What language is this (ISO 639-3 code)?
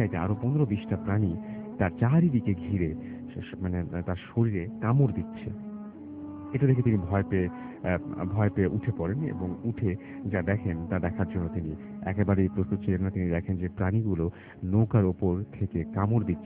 ben